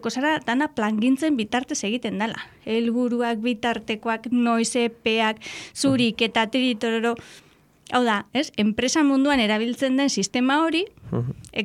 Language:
Basque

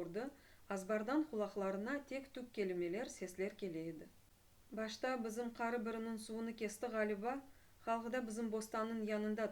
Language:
Crimean Tatar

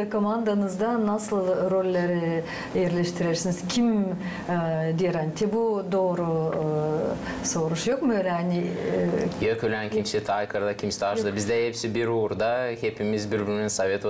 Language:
Gagauz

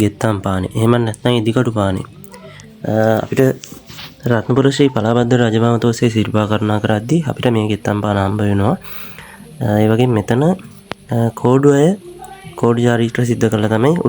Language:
Sinhala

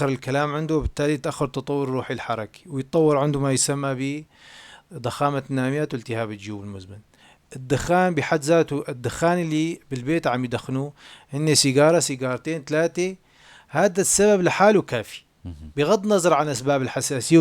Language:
North Levantine Arabic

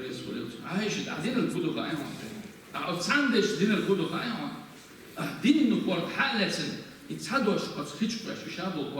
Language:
Chechen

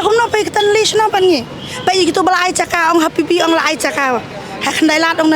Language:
Khasi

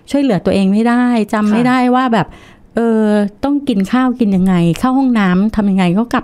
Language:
Thai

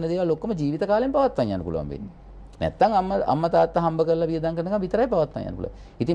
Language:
Sinhala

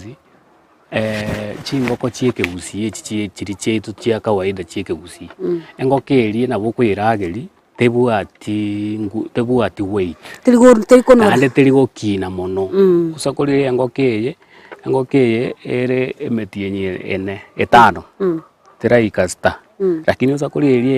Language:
Gusii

